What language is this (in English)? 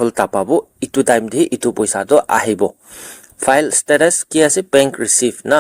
Naga Pidgin